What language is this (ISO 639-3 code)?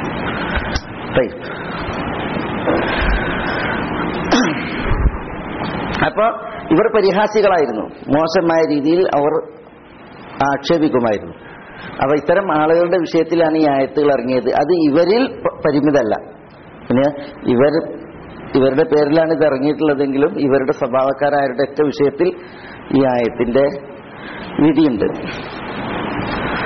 mal